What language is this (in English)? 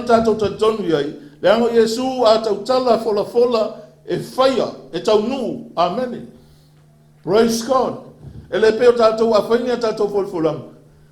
Samoan